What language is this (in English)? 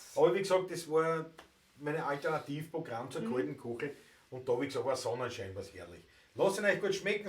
Bavarian